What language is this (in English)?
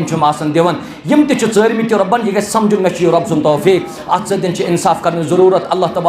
Kashmiri